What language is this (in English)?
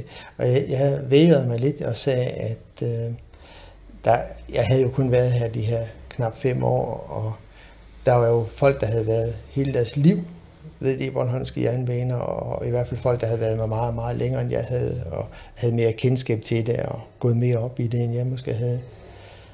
Danish